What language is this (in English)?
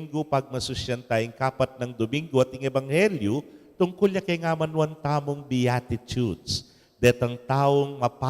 Pampanga